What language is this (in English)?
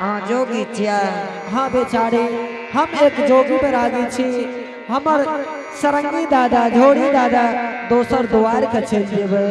Angika